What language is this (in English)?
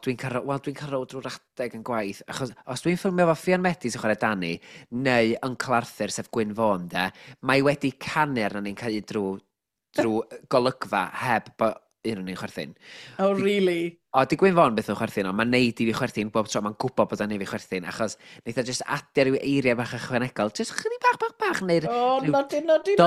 Welsh